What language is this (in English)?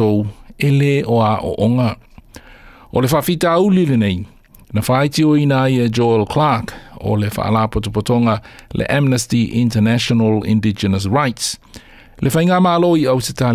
Samoan